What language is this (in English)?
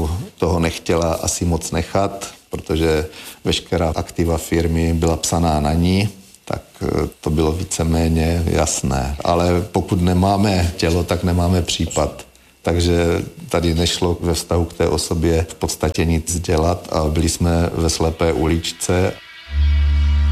Czech